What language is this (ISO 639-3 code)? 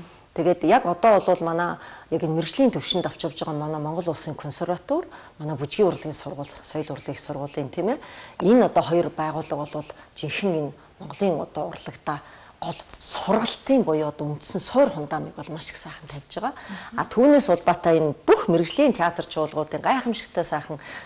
mon